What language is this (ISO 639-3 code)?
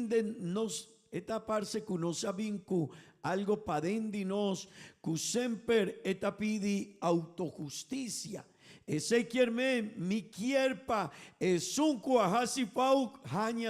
pap